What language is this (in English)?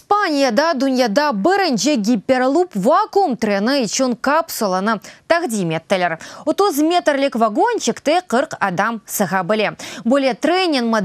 Crimean Tatar